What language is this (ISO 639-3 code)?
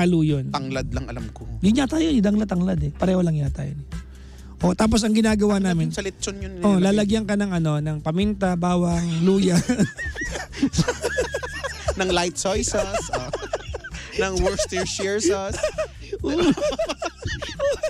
fil